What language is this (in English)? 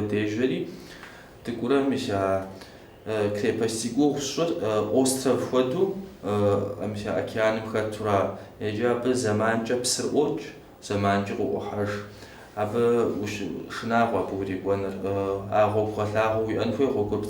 Kabardian